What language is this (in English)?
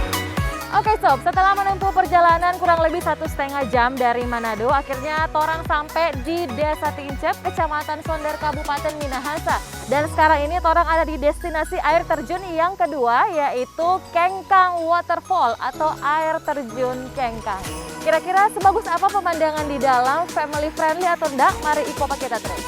Manado Malay